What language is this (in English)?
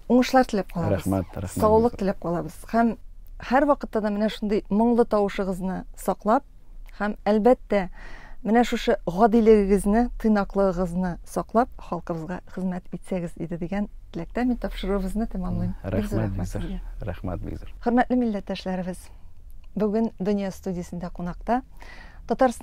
Tatar